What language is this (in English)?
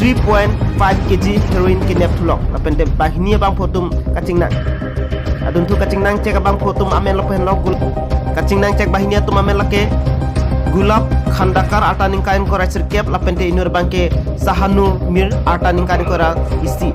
Karbi